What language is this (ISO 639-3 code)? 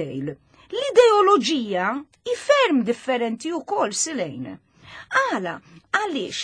mlt